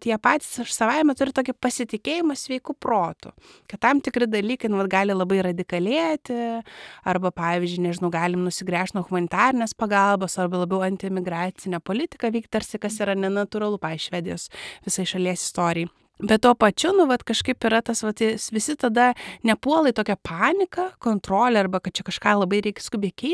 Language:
Lithuanian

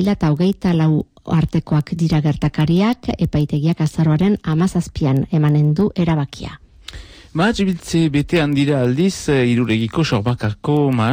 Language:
Basque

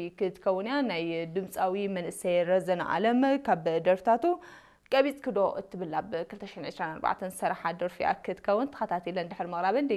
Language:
Tigrinya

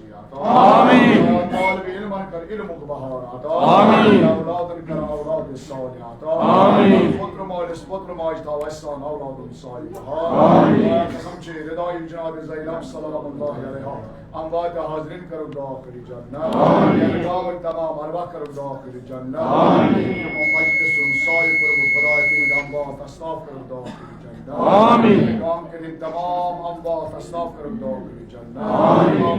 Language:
Kashmiri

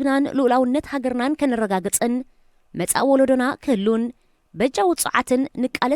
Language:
Tigrinya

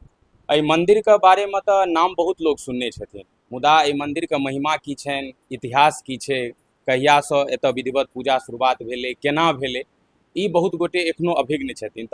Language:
Maithili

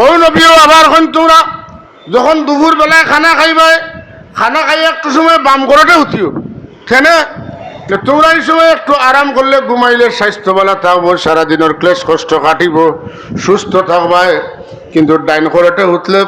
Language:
Sylheti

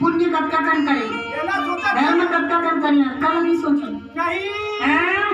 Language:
Chhattisgarhi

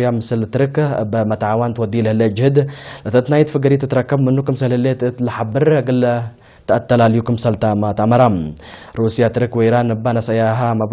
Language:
Tigre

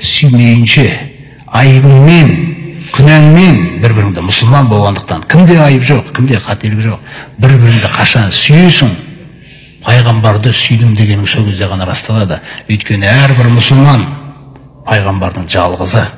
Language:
Kazakh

